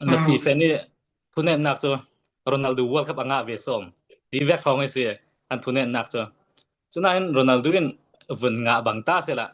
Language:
Falam Chin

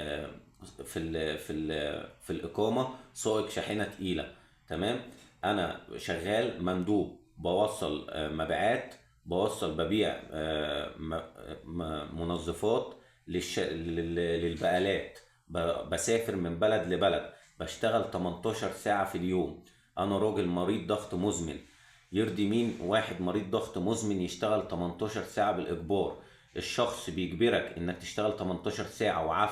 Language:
Egyptian Arabic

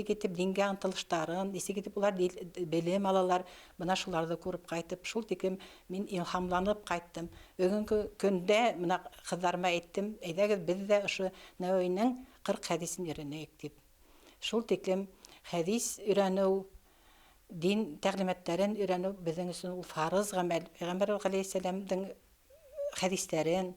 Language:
Bashkir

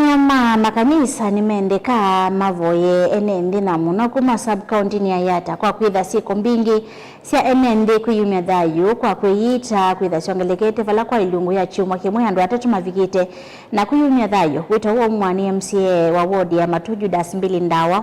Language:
Kamba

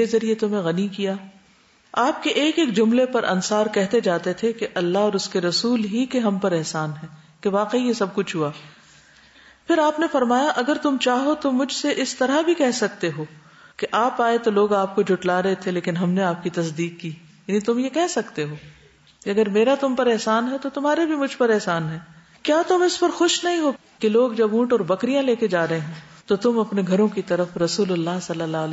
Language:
Urdu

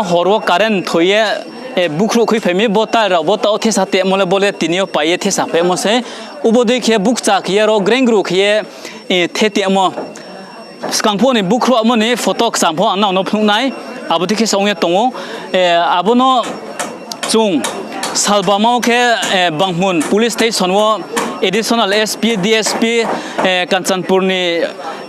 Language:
Riang (India)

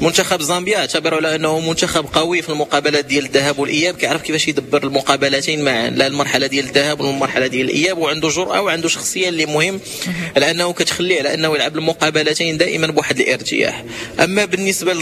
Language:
Moroccan Arabic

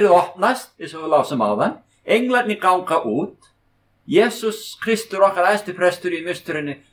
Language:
Icelandic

